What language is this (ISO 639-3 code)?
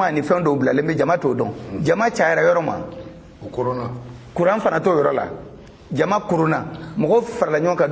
bam